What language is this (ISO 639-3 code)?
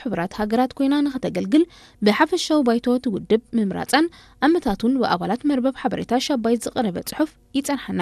tir